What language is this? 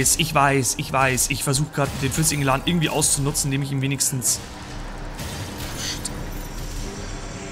German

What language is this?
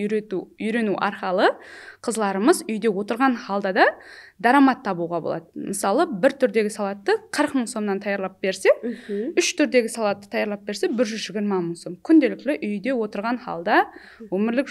Kara-Kalpak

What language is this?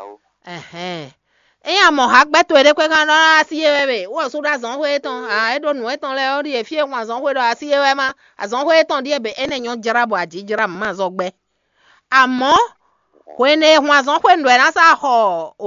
Fon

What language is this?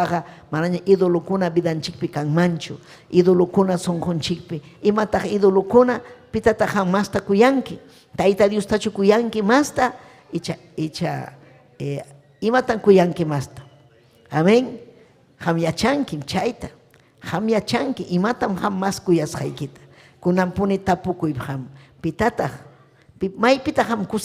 Ayacucho Quechua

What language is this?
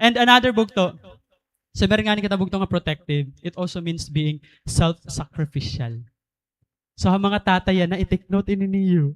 Waray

